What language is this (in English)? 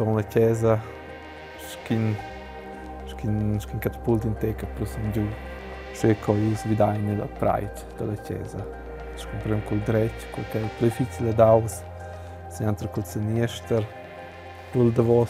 Romansh